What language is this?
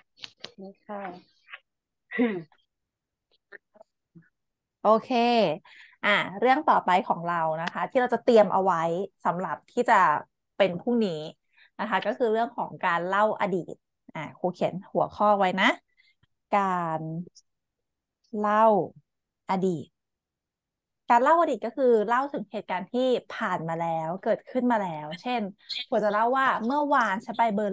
Thai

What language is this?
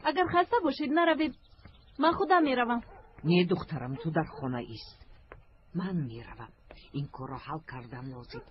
Tajik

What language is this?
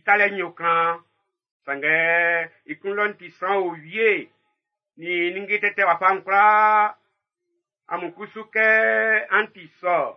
Baoulé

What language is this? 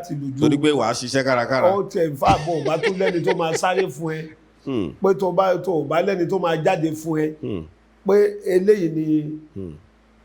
Yoruba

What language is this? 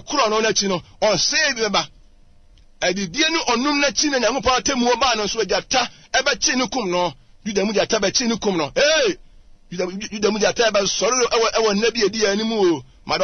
Akan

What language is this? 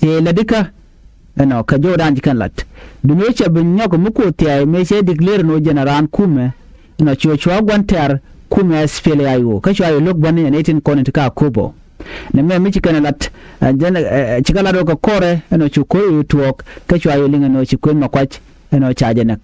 Nuer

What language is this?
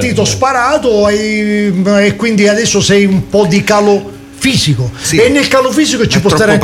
Italian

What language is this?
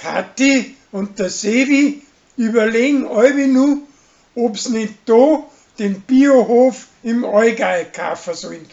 Bavarian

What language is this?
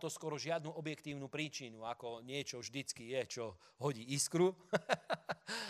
Slovak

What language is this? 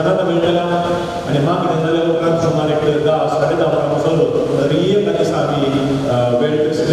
Konkani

